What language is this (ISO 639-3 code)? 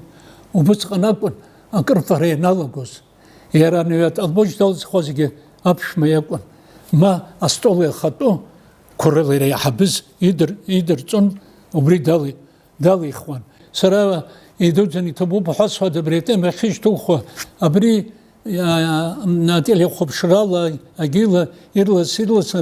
abk